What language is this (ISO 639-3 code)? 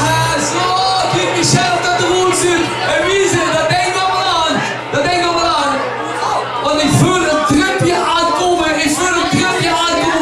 lim